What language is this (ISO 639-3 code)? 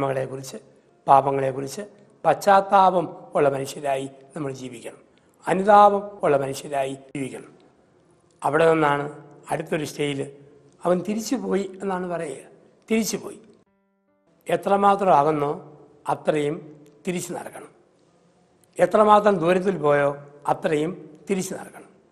mal